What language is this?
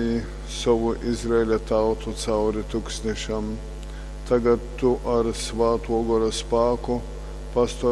Latgalian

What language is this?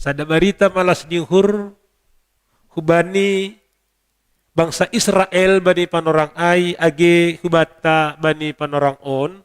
Batak Simalungun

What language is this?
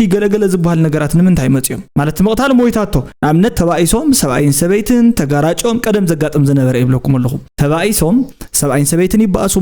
Tigrinya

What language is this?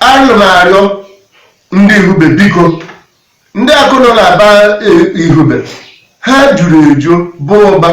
Igbo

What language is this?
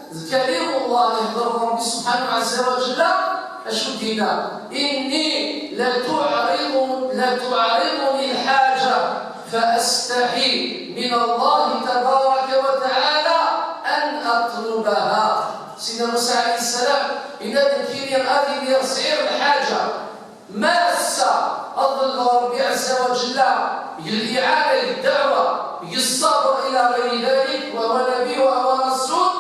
Kabyle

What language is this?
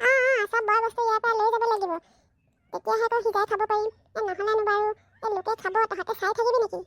Assamese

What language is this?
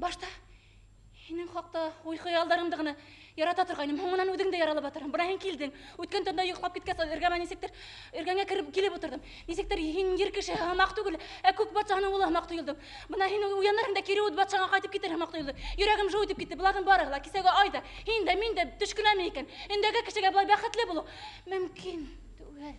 Bashkir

